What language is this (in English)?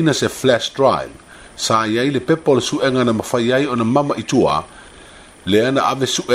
Samoan